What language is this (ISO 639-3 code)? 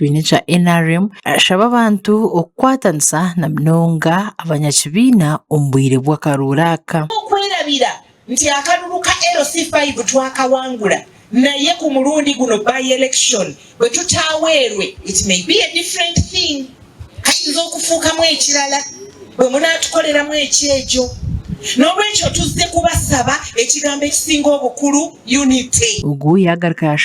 nyn